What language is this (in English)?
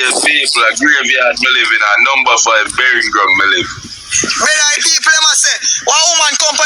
Jamaican Creole English